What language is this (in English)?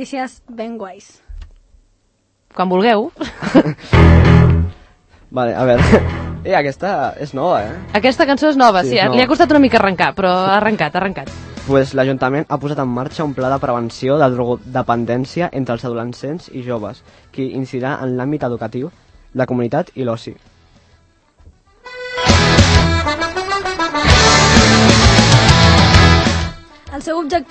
Catalan